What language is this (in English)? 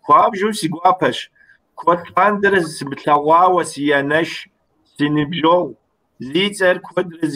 Kabardian